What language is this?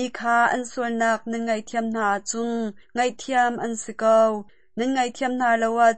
Hakha Chin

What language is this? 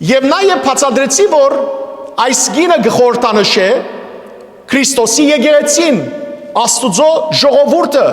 Western Armenian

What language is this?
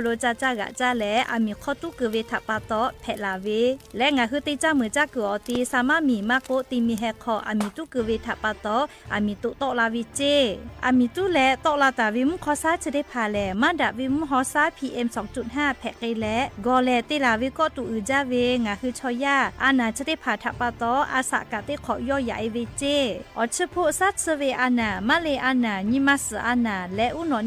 Lahu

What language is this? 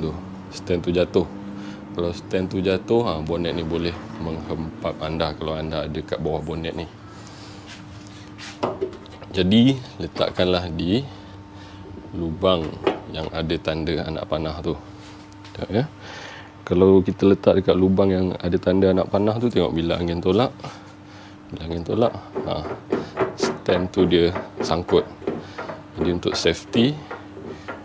Malay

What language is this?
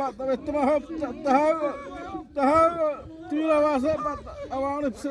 Xavánte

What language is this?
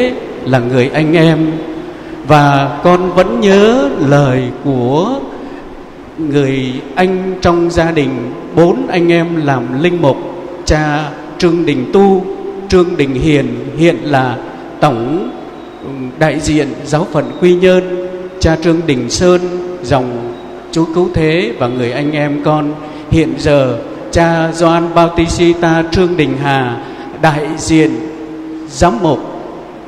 Vietnamese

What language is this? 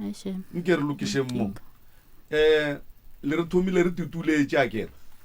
Northern Sotho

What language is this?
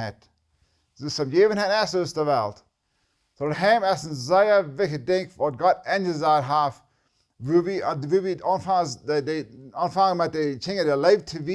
Plautdietsch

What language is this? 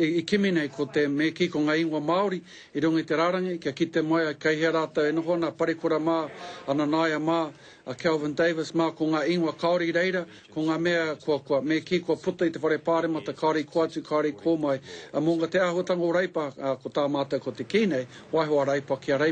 Māori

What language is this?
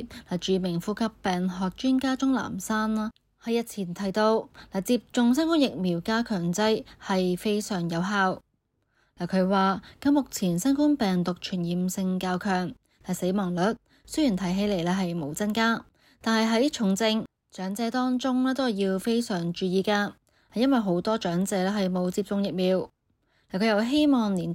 Cantonese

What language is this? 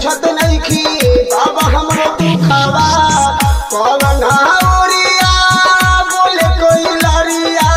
Bhojpuri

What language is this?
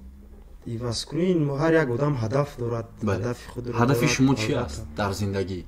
Tajik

